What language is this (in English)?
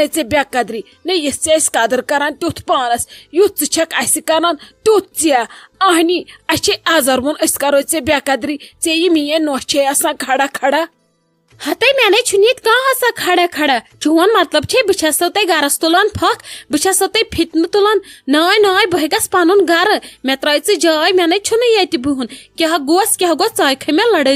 Kashmiri